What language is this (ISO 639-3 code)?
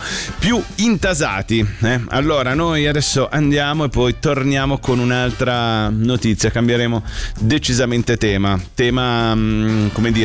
ita